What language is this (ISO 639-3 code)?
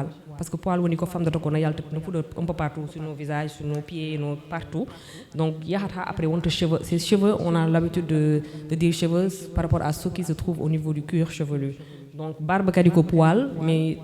ful